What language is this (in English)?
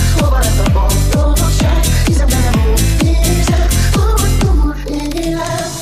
Hungarian